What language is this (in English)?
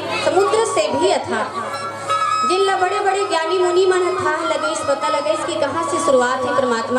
Chhattisgarhi